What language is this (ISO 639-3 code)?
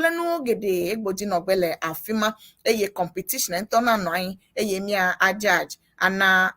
ewe